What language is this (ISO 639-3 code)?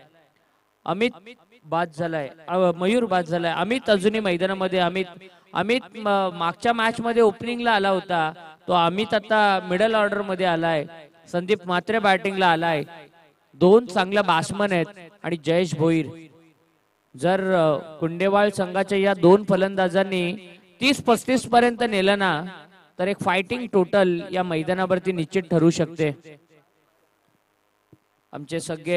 mar